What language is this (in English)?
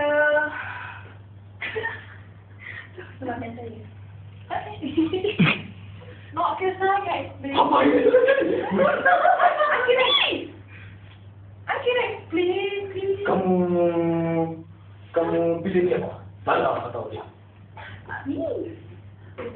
Malay